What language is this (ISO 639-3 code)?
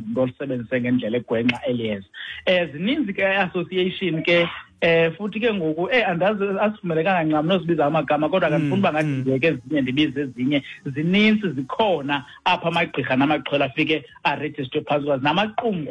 xho